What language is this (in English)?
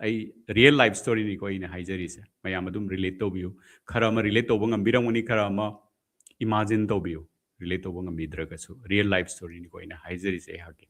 Manipuri